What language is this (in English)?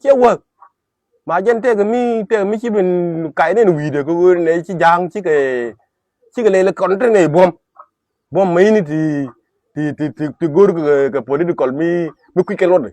Nuer